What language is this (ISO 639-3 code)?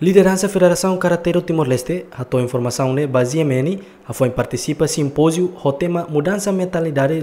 tet